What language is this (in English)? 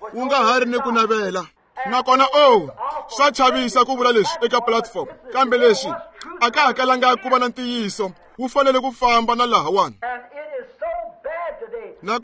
Tsonga